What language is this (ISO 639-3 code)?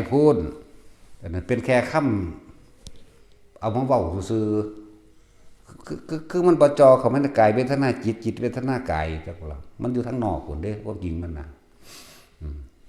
tts